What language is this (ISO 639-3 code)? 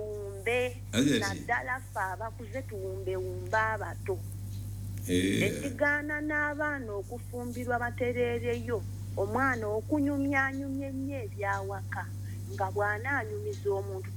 lug